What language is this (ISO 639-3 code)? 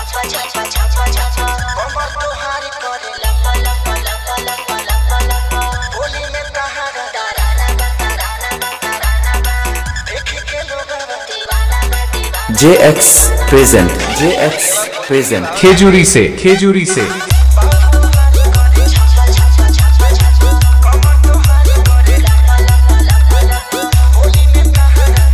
bho